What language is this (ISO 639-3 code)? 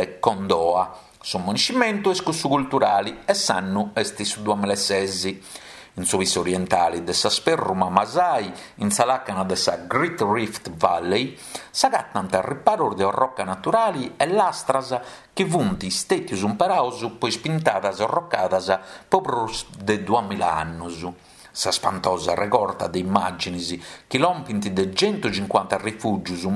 srd